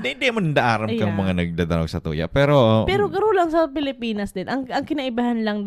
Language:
Bikol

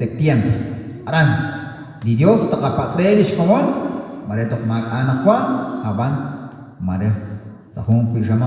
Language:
Kekchí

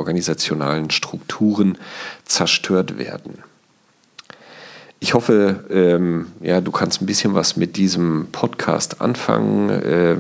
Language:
German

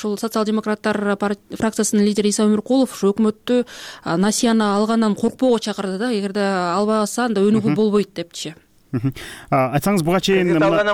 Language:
Kyrgyz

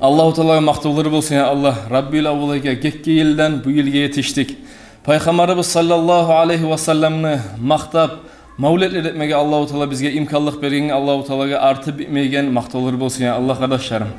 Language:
Kumyk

